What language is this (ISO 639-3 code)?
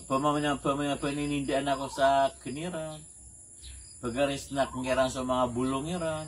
mrw